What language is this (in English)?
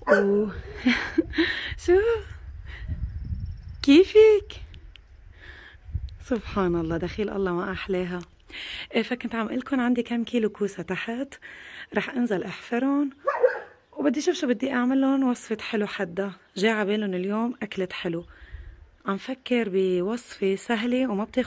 North Levantine Arabic